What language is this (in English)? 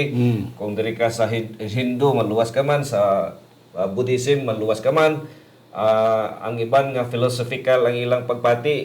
Hiligaynon